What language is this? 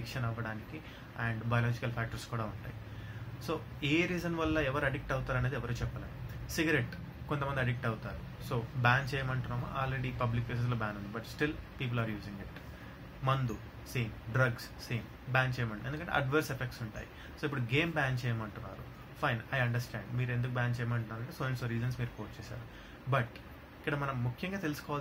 Telugu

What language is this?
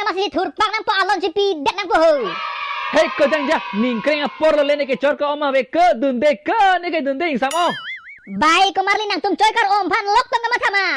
Karbi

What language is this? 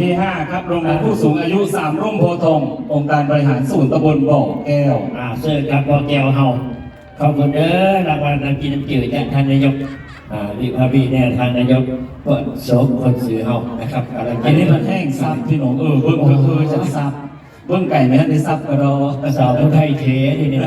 Northeastern Thai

